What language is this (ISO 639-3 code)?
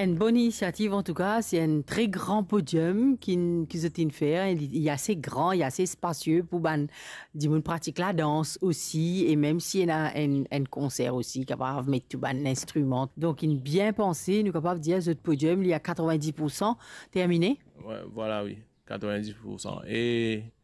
mfe